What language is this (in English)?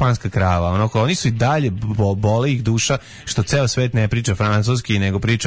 Serbian